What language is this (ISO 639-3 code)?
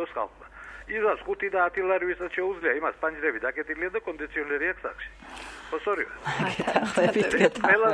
kat